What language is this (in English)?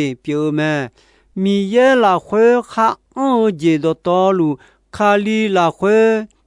Akha